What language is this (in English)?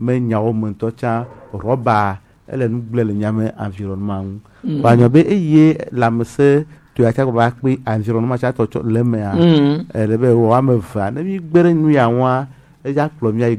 Gen